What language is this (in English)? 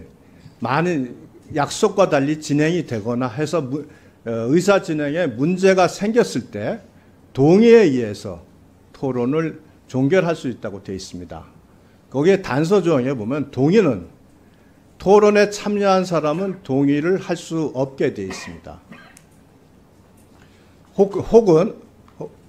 Korean